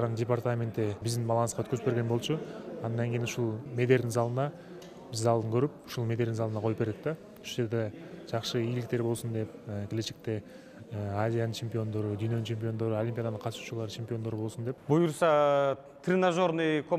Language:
Kyrgyz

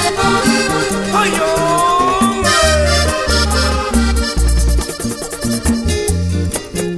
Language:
Spanish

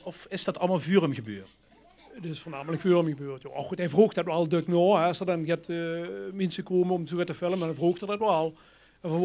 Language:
Limburgish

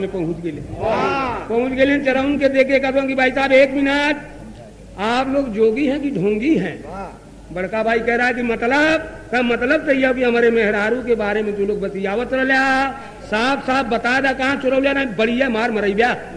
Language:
Bhojpuri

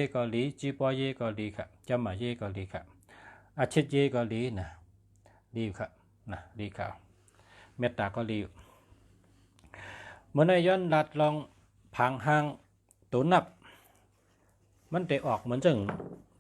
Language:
Shan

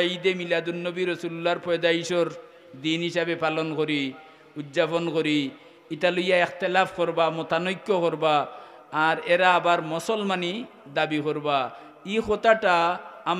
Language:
Sylheti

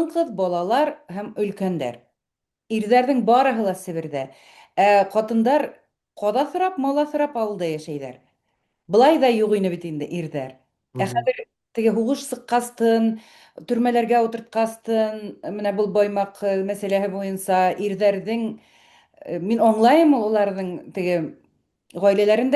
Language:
Bashkir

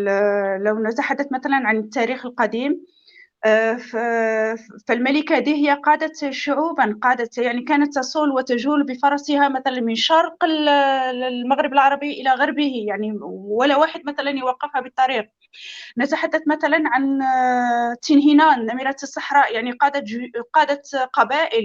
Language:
North Levantine Arabic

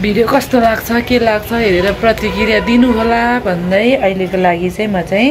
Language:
Nepali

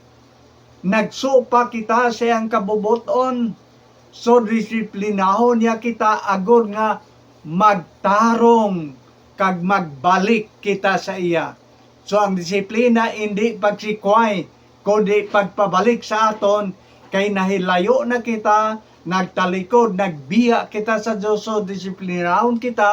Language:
Hiligaynon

